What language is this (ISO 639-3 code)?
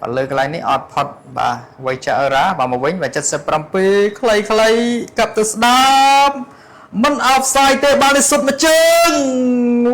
khm